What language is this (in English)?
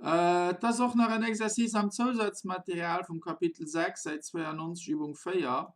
Luxembourgish